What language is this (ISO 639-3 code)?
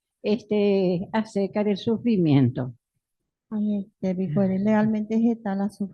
grn